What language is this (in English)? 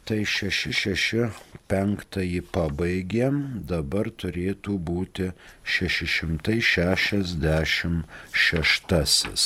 Lithuanian